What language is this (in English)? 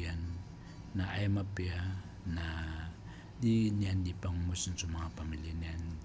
Maranao